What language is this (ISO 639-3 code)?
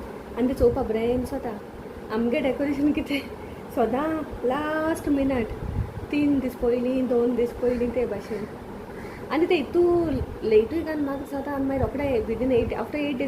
kok